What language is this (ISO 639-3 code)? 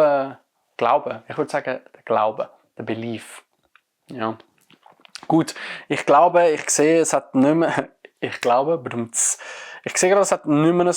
gsw